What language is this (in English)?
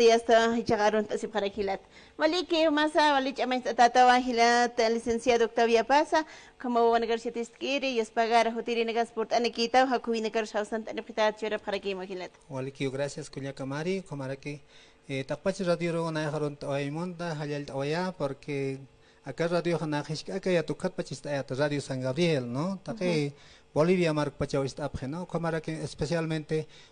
Aymara